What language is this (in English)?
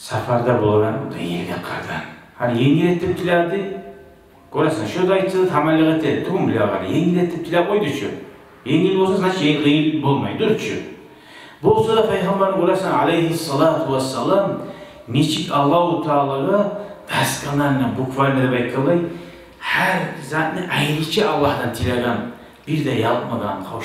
Kumyk